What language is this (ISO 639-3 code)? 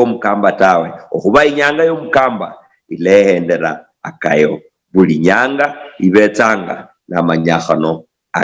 luy